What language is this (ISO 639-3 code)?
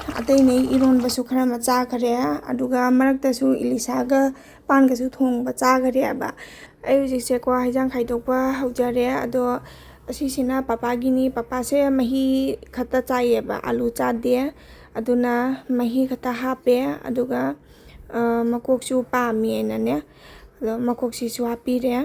mni